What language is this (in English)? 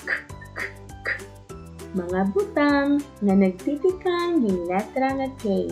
Waray